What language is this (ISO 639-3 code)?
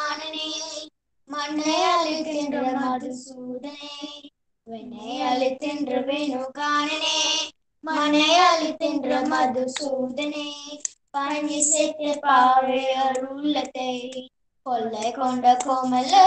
tam